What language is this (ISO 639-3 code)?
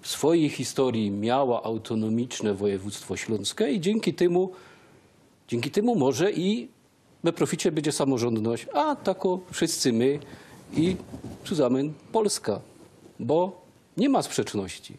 szl